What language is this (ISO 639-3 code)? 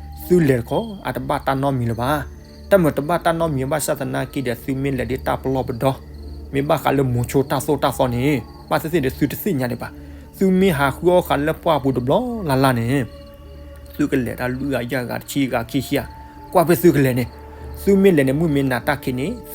ksw